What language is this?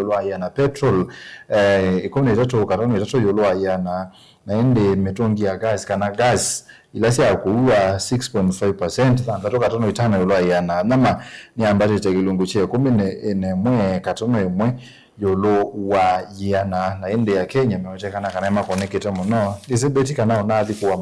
Kamba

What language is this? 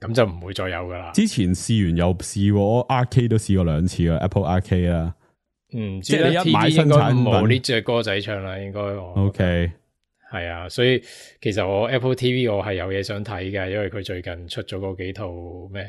Cantonese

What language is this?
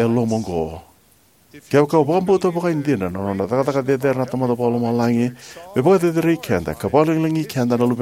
Fijian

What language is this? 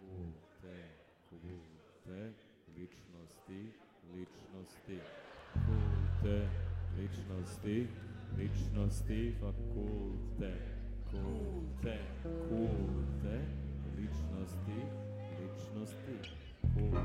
Serbian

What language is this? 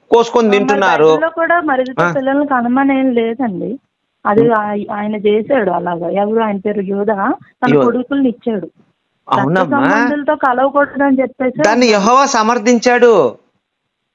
Telugu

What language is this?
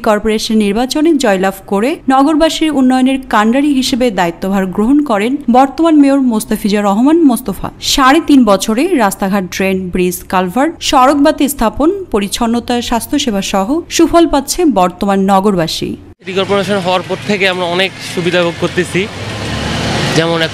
Bangla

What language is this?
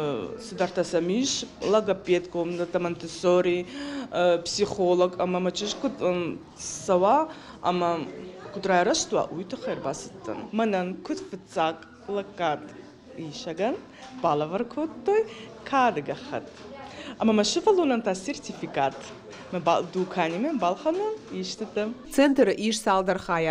Ossetic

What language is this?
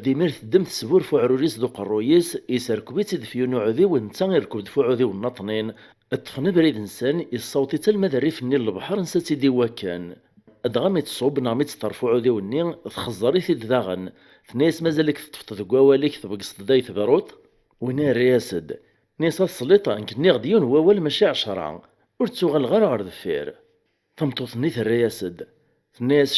Kabyle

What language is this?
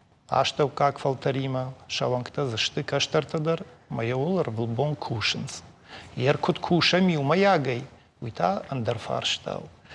Ossetic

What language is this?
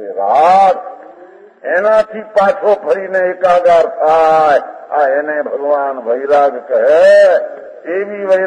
Gujarati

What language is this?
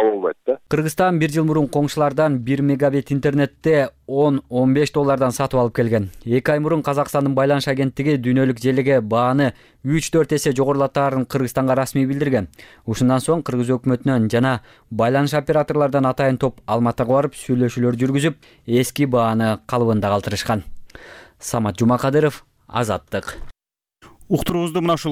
Kyrgyz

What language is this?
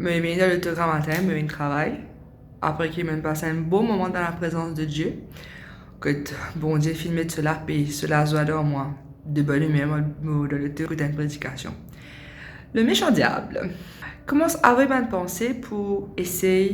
Morisyen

